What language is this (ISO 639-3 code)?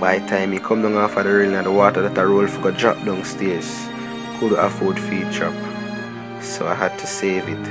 jam